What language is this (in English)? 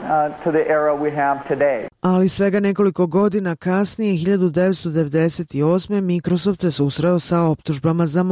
Serbian